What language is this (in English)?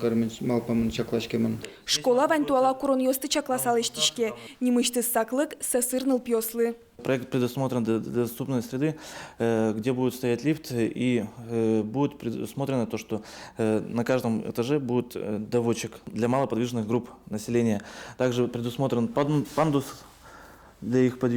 Udmurt